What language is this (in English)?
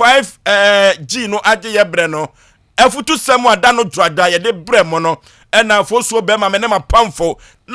Akan